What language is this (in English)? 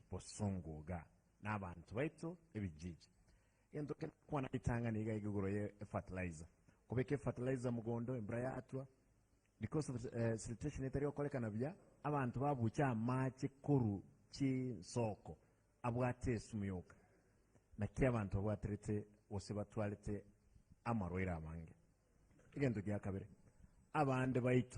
Gusii